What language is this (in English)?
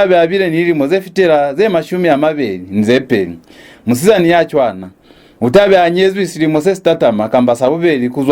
Lozi